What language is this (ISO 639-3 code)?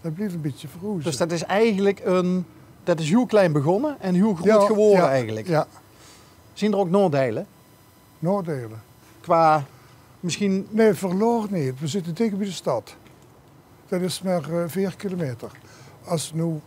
lim